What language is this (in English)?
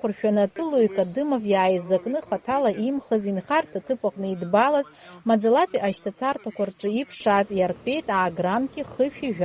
Abkhazian